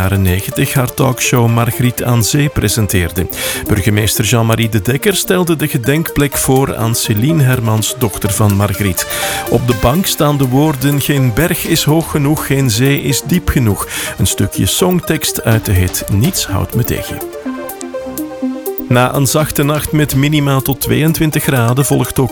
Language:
Dutch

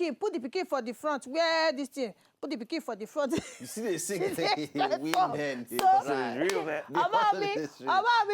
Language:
Nigerian Pidgin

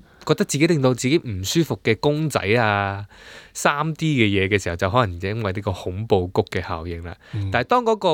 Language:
Cantonese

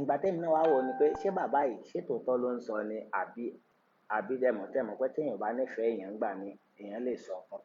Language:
Yoruba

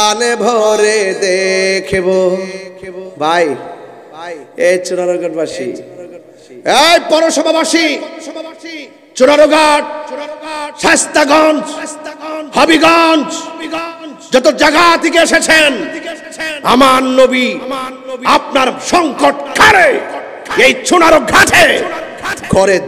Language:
Bangla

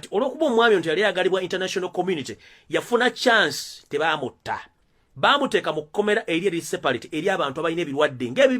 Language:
Ganda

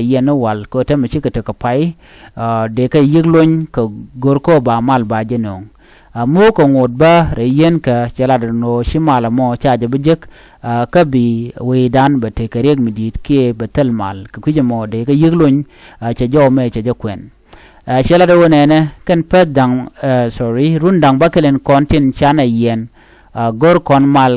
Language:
Nuer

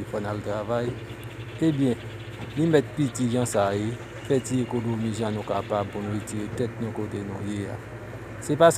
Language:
Haitian Creole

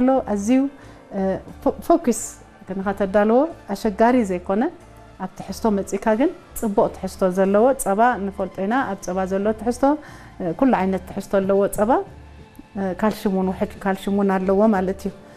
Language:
Tigrinya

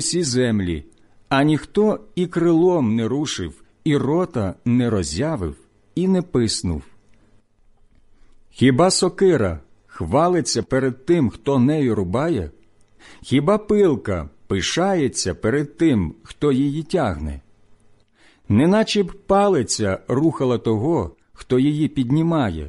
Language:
Ukrainian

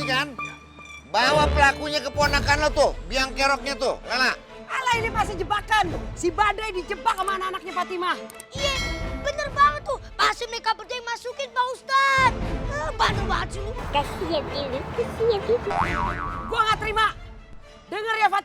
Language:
Betawi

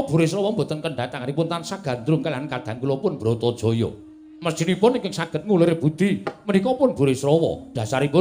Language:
Javanese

